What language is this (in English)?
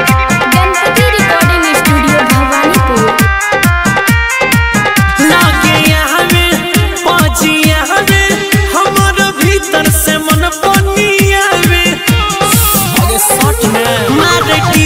Bhojpuri